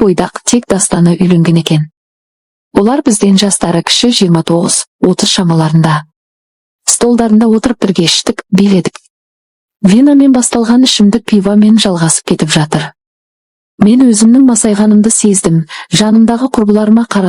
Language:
Kazakh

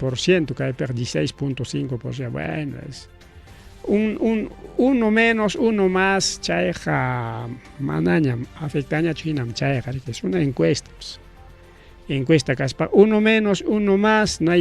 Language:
Ayacucho Quechua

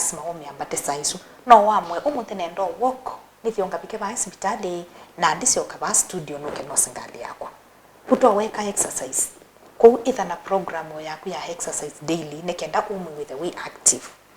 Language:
Kamba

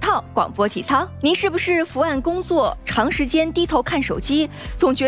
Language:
Chinese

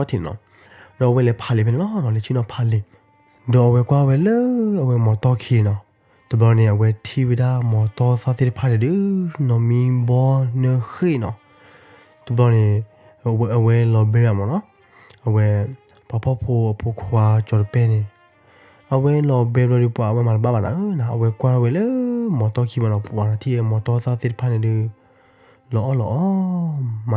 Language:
S'gaw Karen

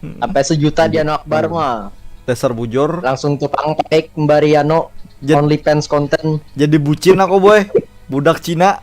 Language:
Banjar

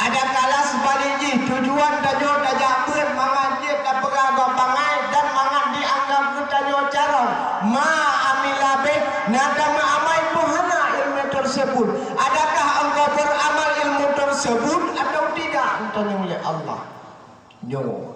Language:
Achinese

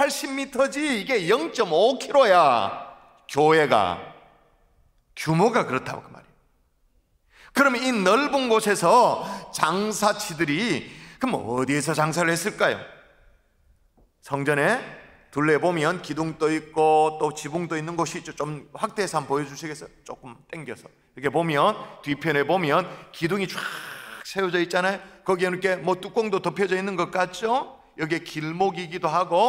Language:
Korean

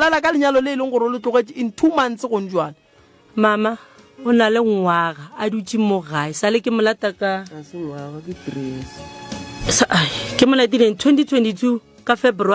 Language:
Northern Sotho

